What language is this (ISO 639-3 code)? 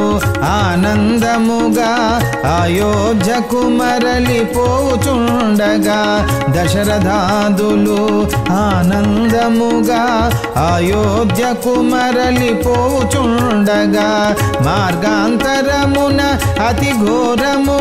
tel